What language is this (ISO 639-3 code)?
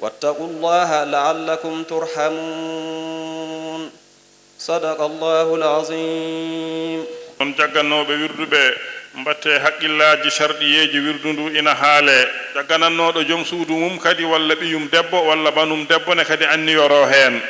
ful